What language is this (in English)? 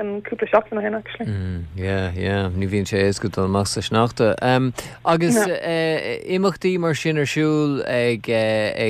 Irish